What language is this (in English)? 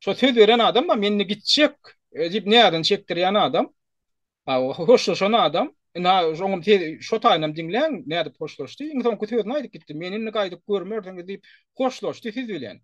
Turkmen